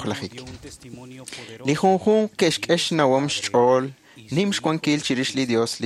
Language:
Kekchí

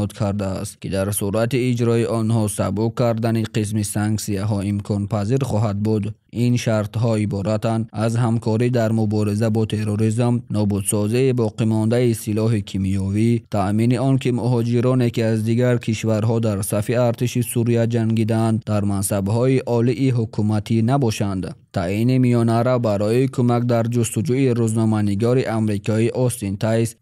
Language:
Tajik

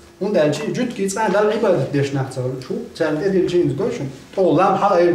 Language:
Chechen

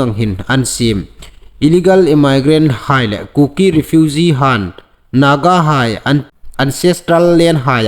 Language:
Hmar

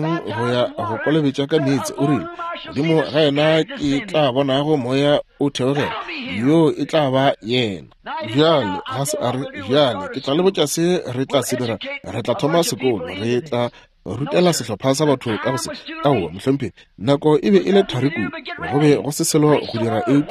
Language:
Northern Sotho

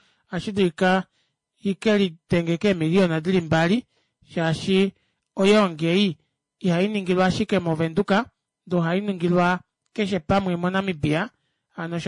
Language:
Kuanyama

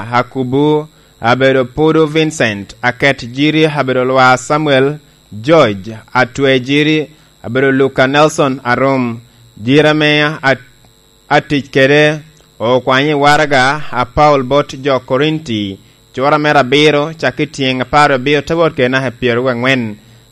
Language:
Lango (Uganda)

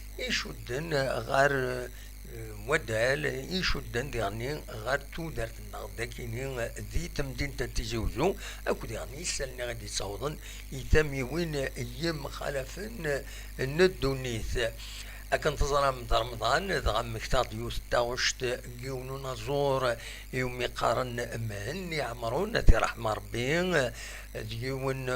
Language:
Kabyle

